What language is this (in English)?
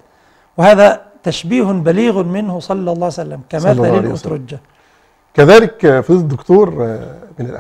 Arabic